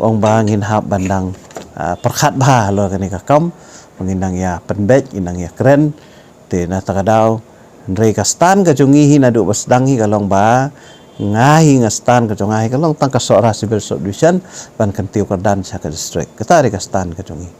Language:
Khasi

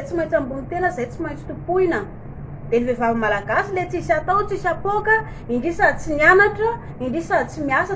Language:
Malagasy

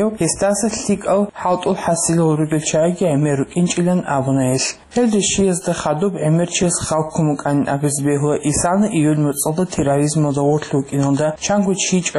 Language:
Avaric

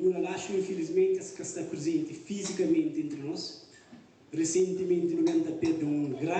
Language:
Kabuverdianu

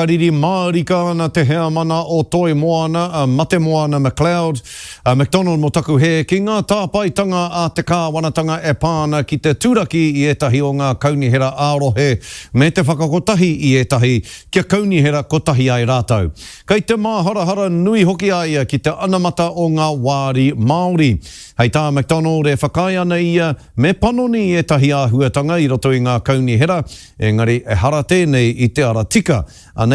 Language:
Māori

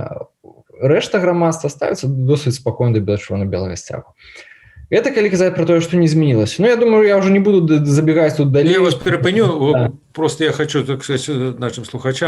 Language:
Belarusian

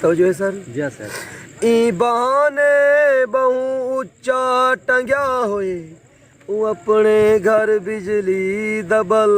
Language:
Saraiki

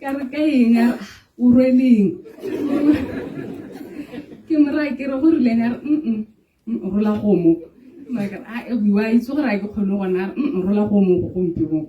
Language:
Tswana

